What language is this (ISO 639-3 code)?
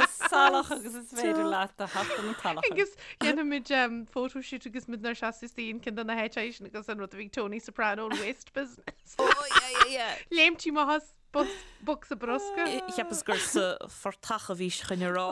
gle